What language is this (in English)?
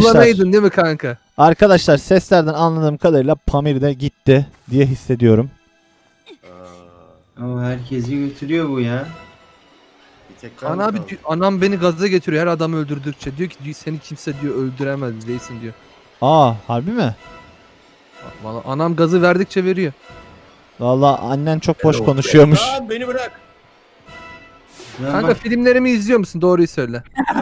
Turkish